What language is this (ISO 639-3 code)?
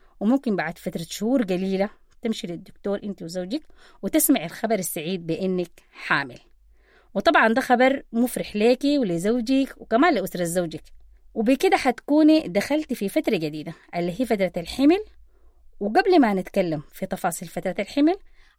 apd